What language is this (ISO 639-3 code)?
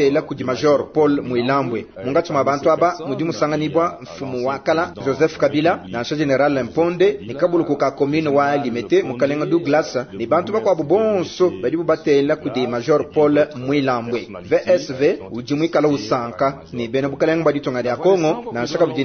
lua